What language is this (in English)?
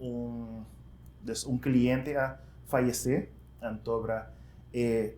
Papiamento